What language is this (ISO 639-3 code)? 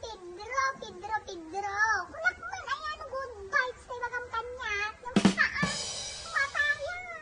ilo